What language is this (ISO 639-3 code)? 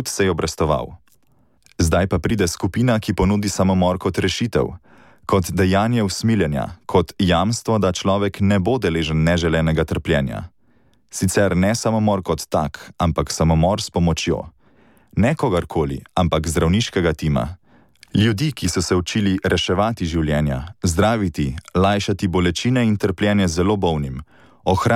slv